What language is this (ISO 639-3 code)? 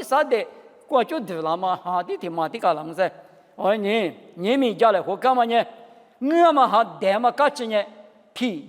lis